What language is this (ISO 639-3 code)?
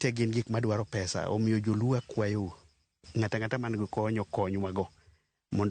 luo